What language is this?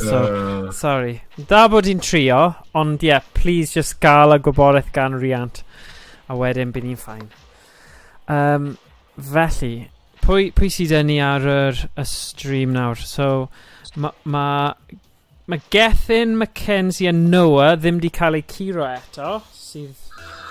Welsh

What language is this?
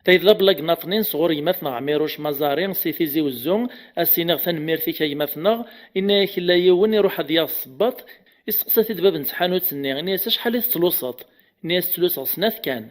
Kabyle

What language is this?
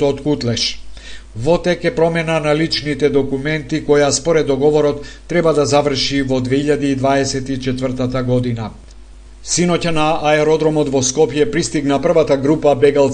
Macedonian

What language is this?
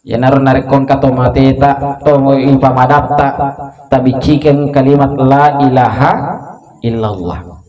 Buginese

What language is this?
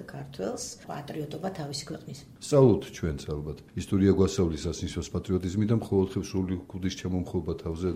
Georgian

